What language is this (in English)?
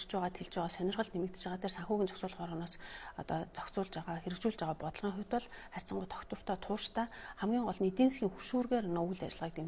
Mongolian